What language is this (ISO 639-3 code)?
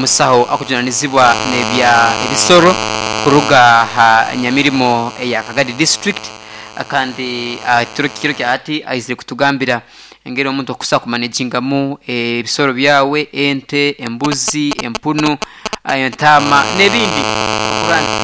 nyn